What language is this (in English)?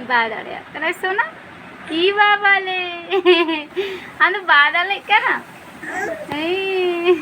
Santali